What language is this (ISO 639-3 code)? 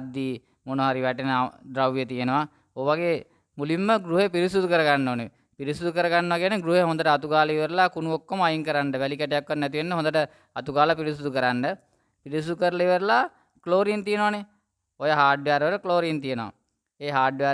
sin